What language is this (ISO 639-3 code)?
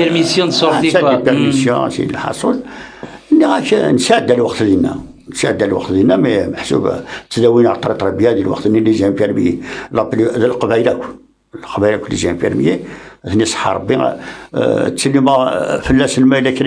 kab